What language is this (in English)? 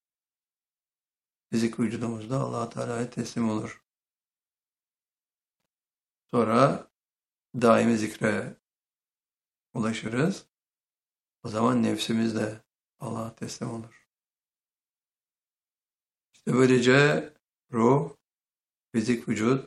Turkish